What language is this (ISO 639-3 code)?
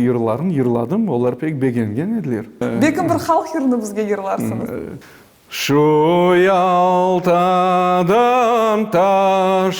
crh